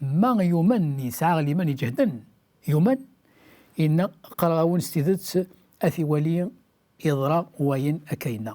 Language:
Kabyle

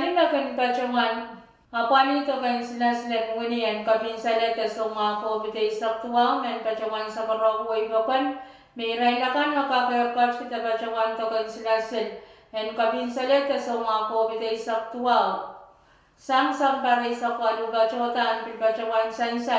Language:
Pohnpeian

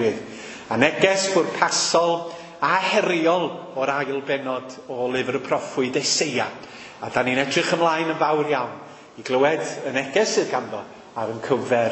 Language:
Welsh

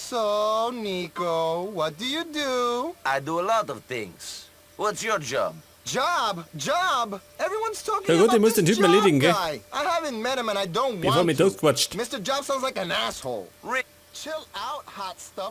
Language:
Bavarian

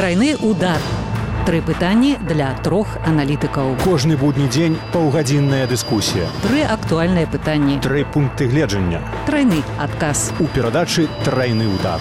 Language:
Belarusian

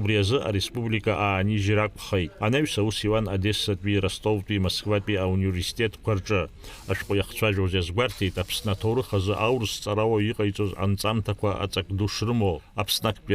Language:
Abkhazian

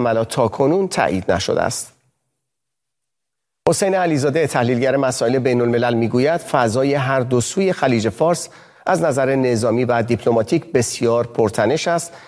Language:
Persian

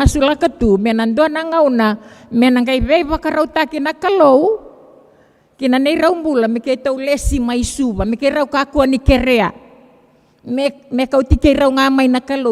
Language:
Fijian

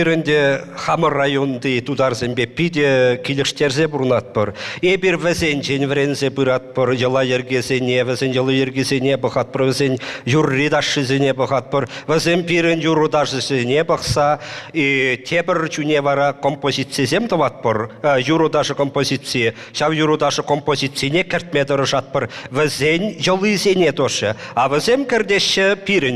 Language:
Chuvash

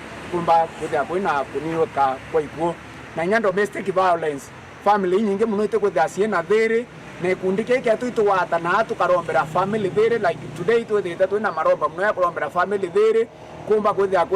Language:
Meru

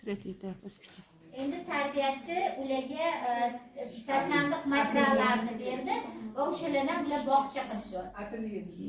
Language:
Uzbek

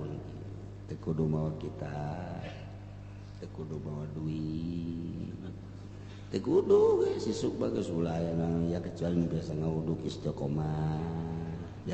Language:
Sundanese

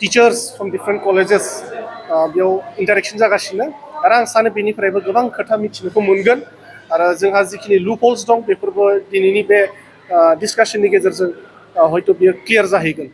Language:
Bodo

